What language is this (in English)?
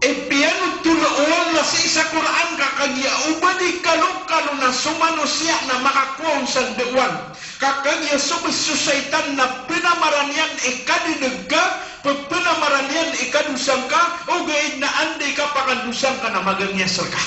Maranao